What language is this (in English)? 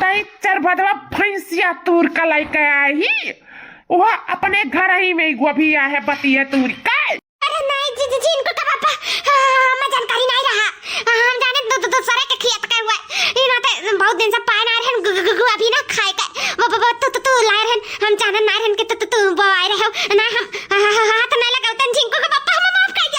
Awadhi